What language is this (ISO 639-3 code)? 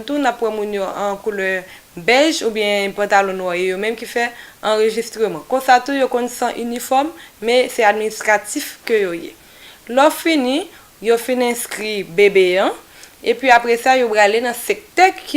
hat